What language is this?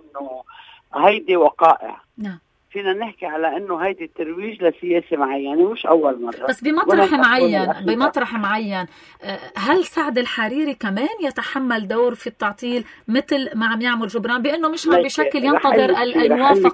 North Levantine Arabic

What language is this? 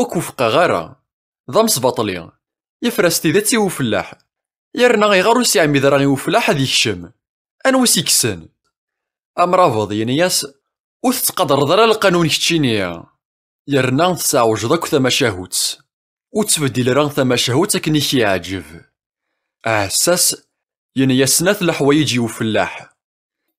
Kabyle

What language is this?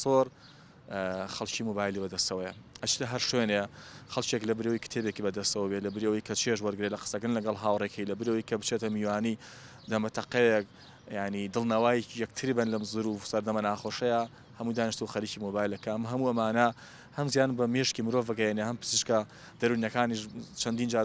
Central Kurdish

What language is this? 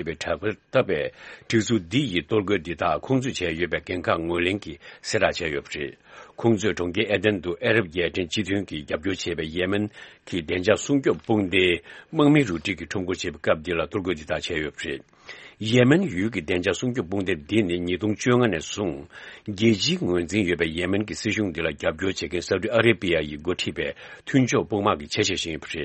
Tibetan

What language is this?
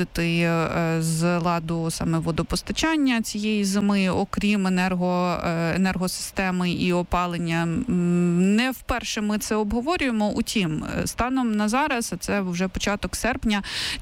Ukrainian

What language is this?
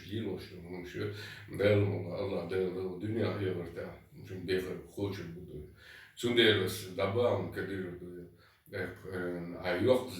Chechen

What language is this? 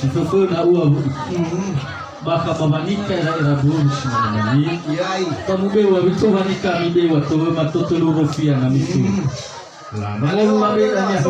Nias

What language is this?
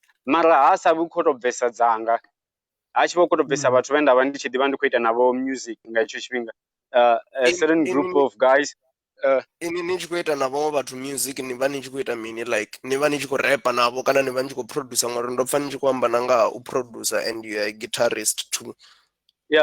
Venda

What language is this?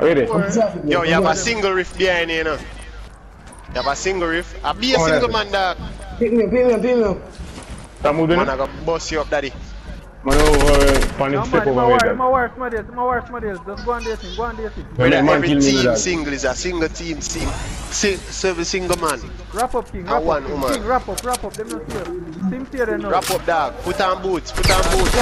Jamaican Creole English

